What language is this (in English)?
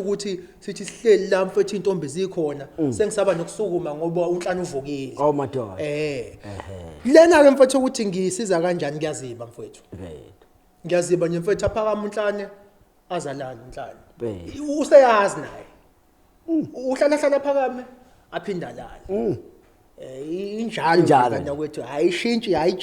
Zulu